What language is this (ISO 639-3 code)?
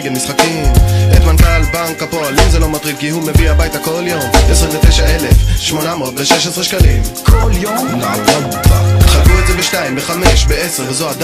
heb